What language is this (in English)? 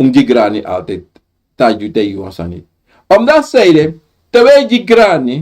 Sranan Tongo